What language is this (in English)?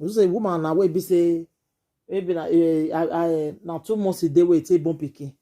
Nigerian Pidgin